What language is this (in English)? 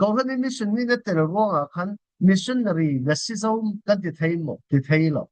Falam Chin